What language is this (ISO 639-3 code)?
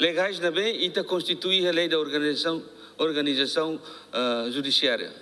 tet